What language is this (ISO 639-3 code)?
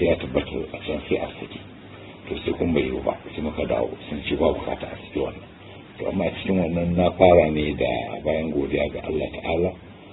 hau